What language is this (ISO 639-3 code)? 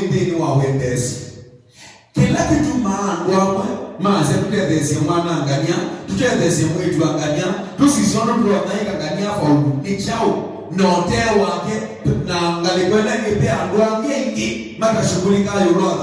kam